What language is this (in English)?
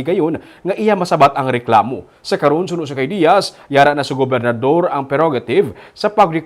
Hiligaynon